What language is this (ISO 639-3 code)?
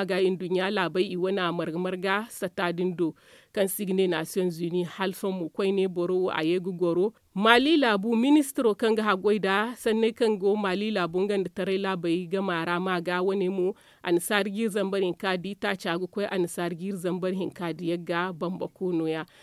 dje